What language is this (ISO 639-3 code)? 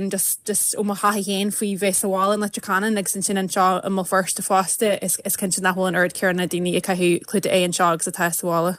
gle